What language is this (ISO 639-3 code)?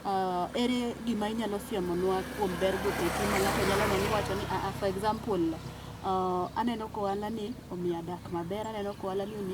luo